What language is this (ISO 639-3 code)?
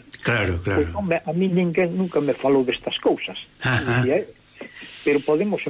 glg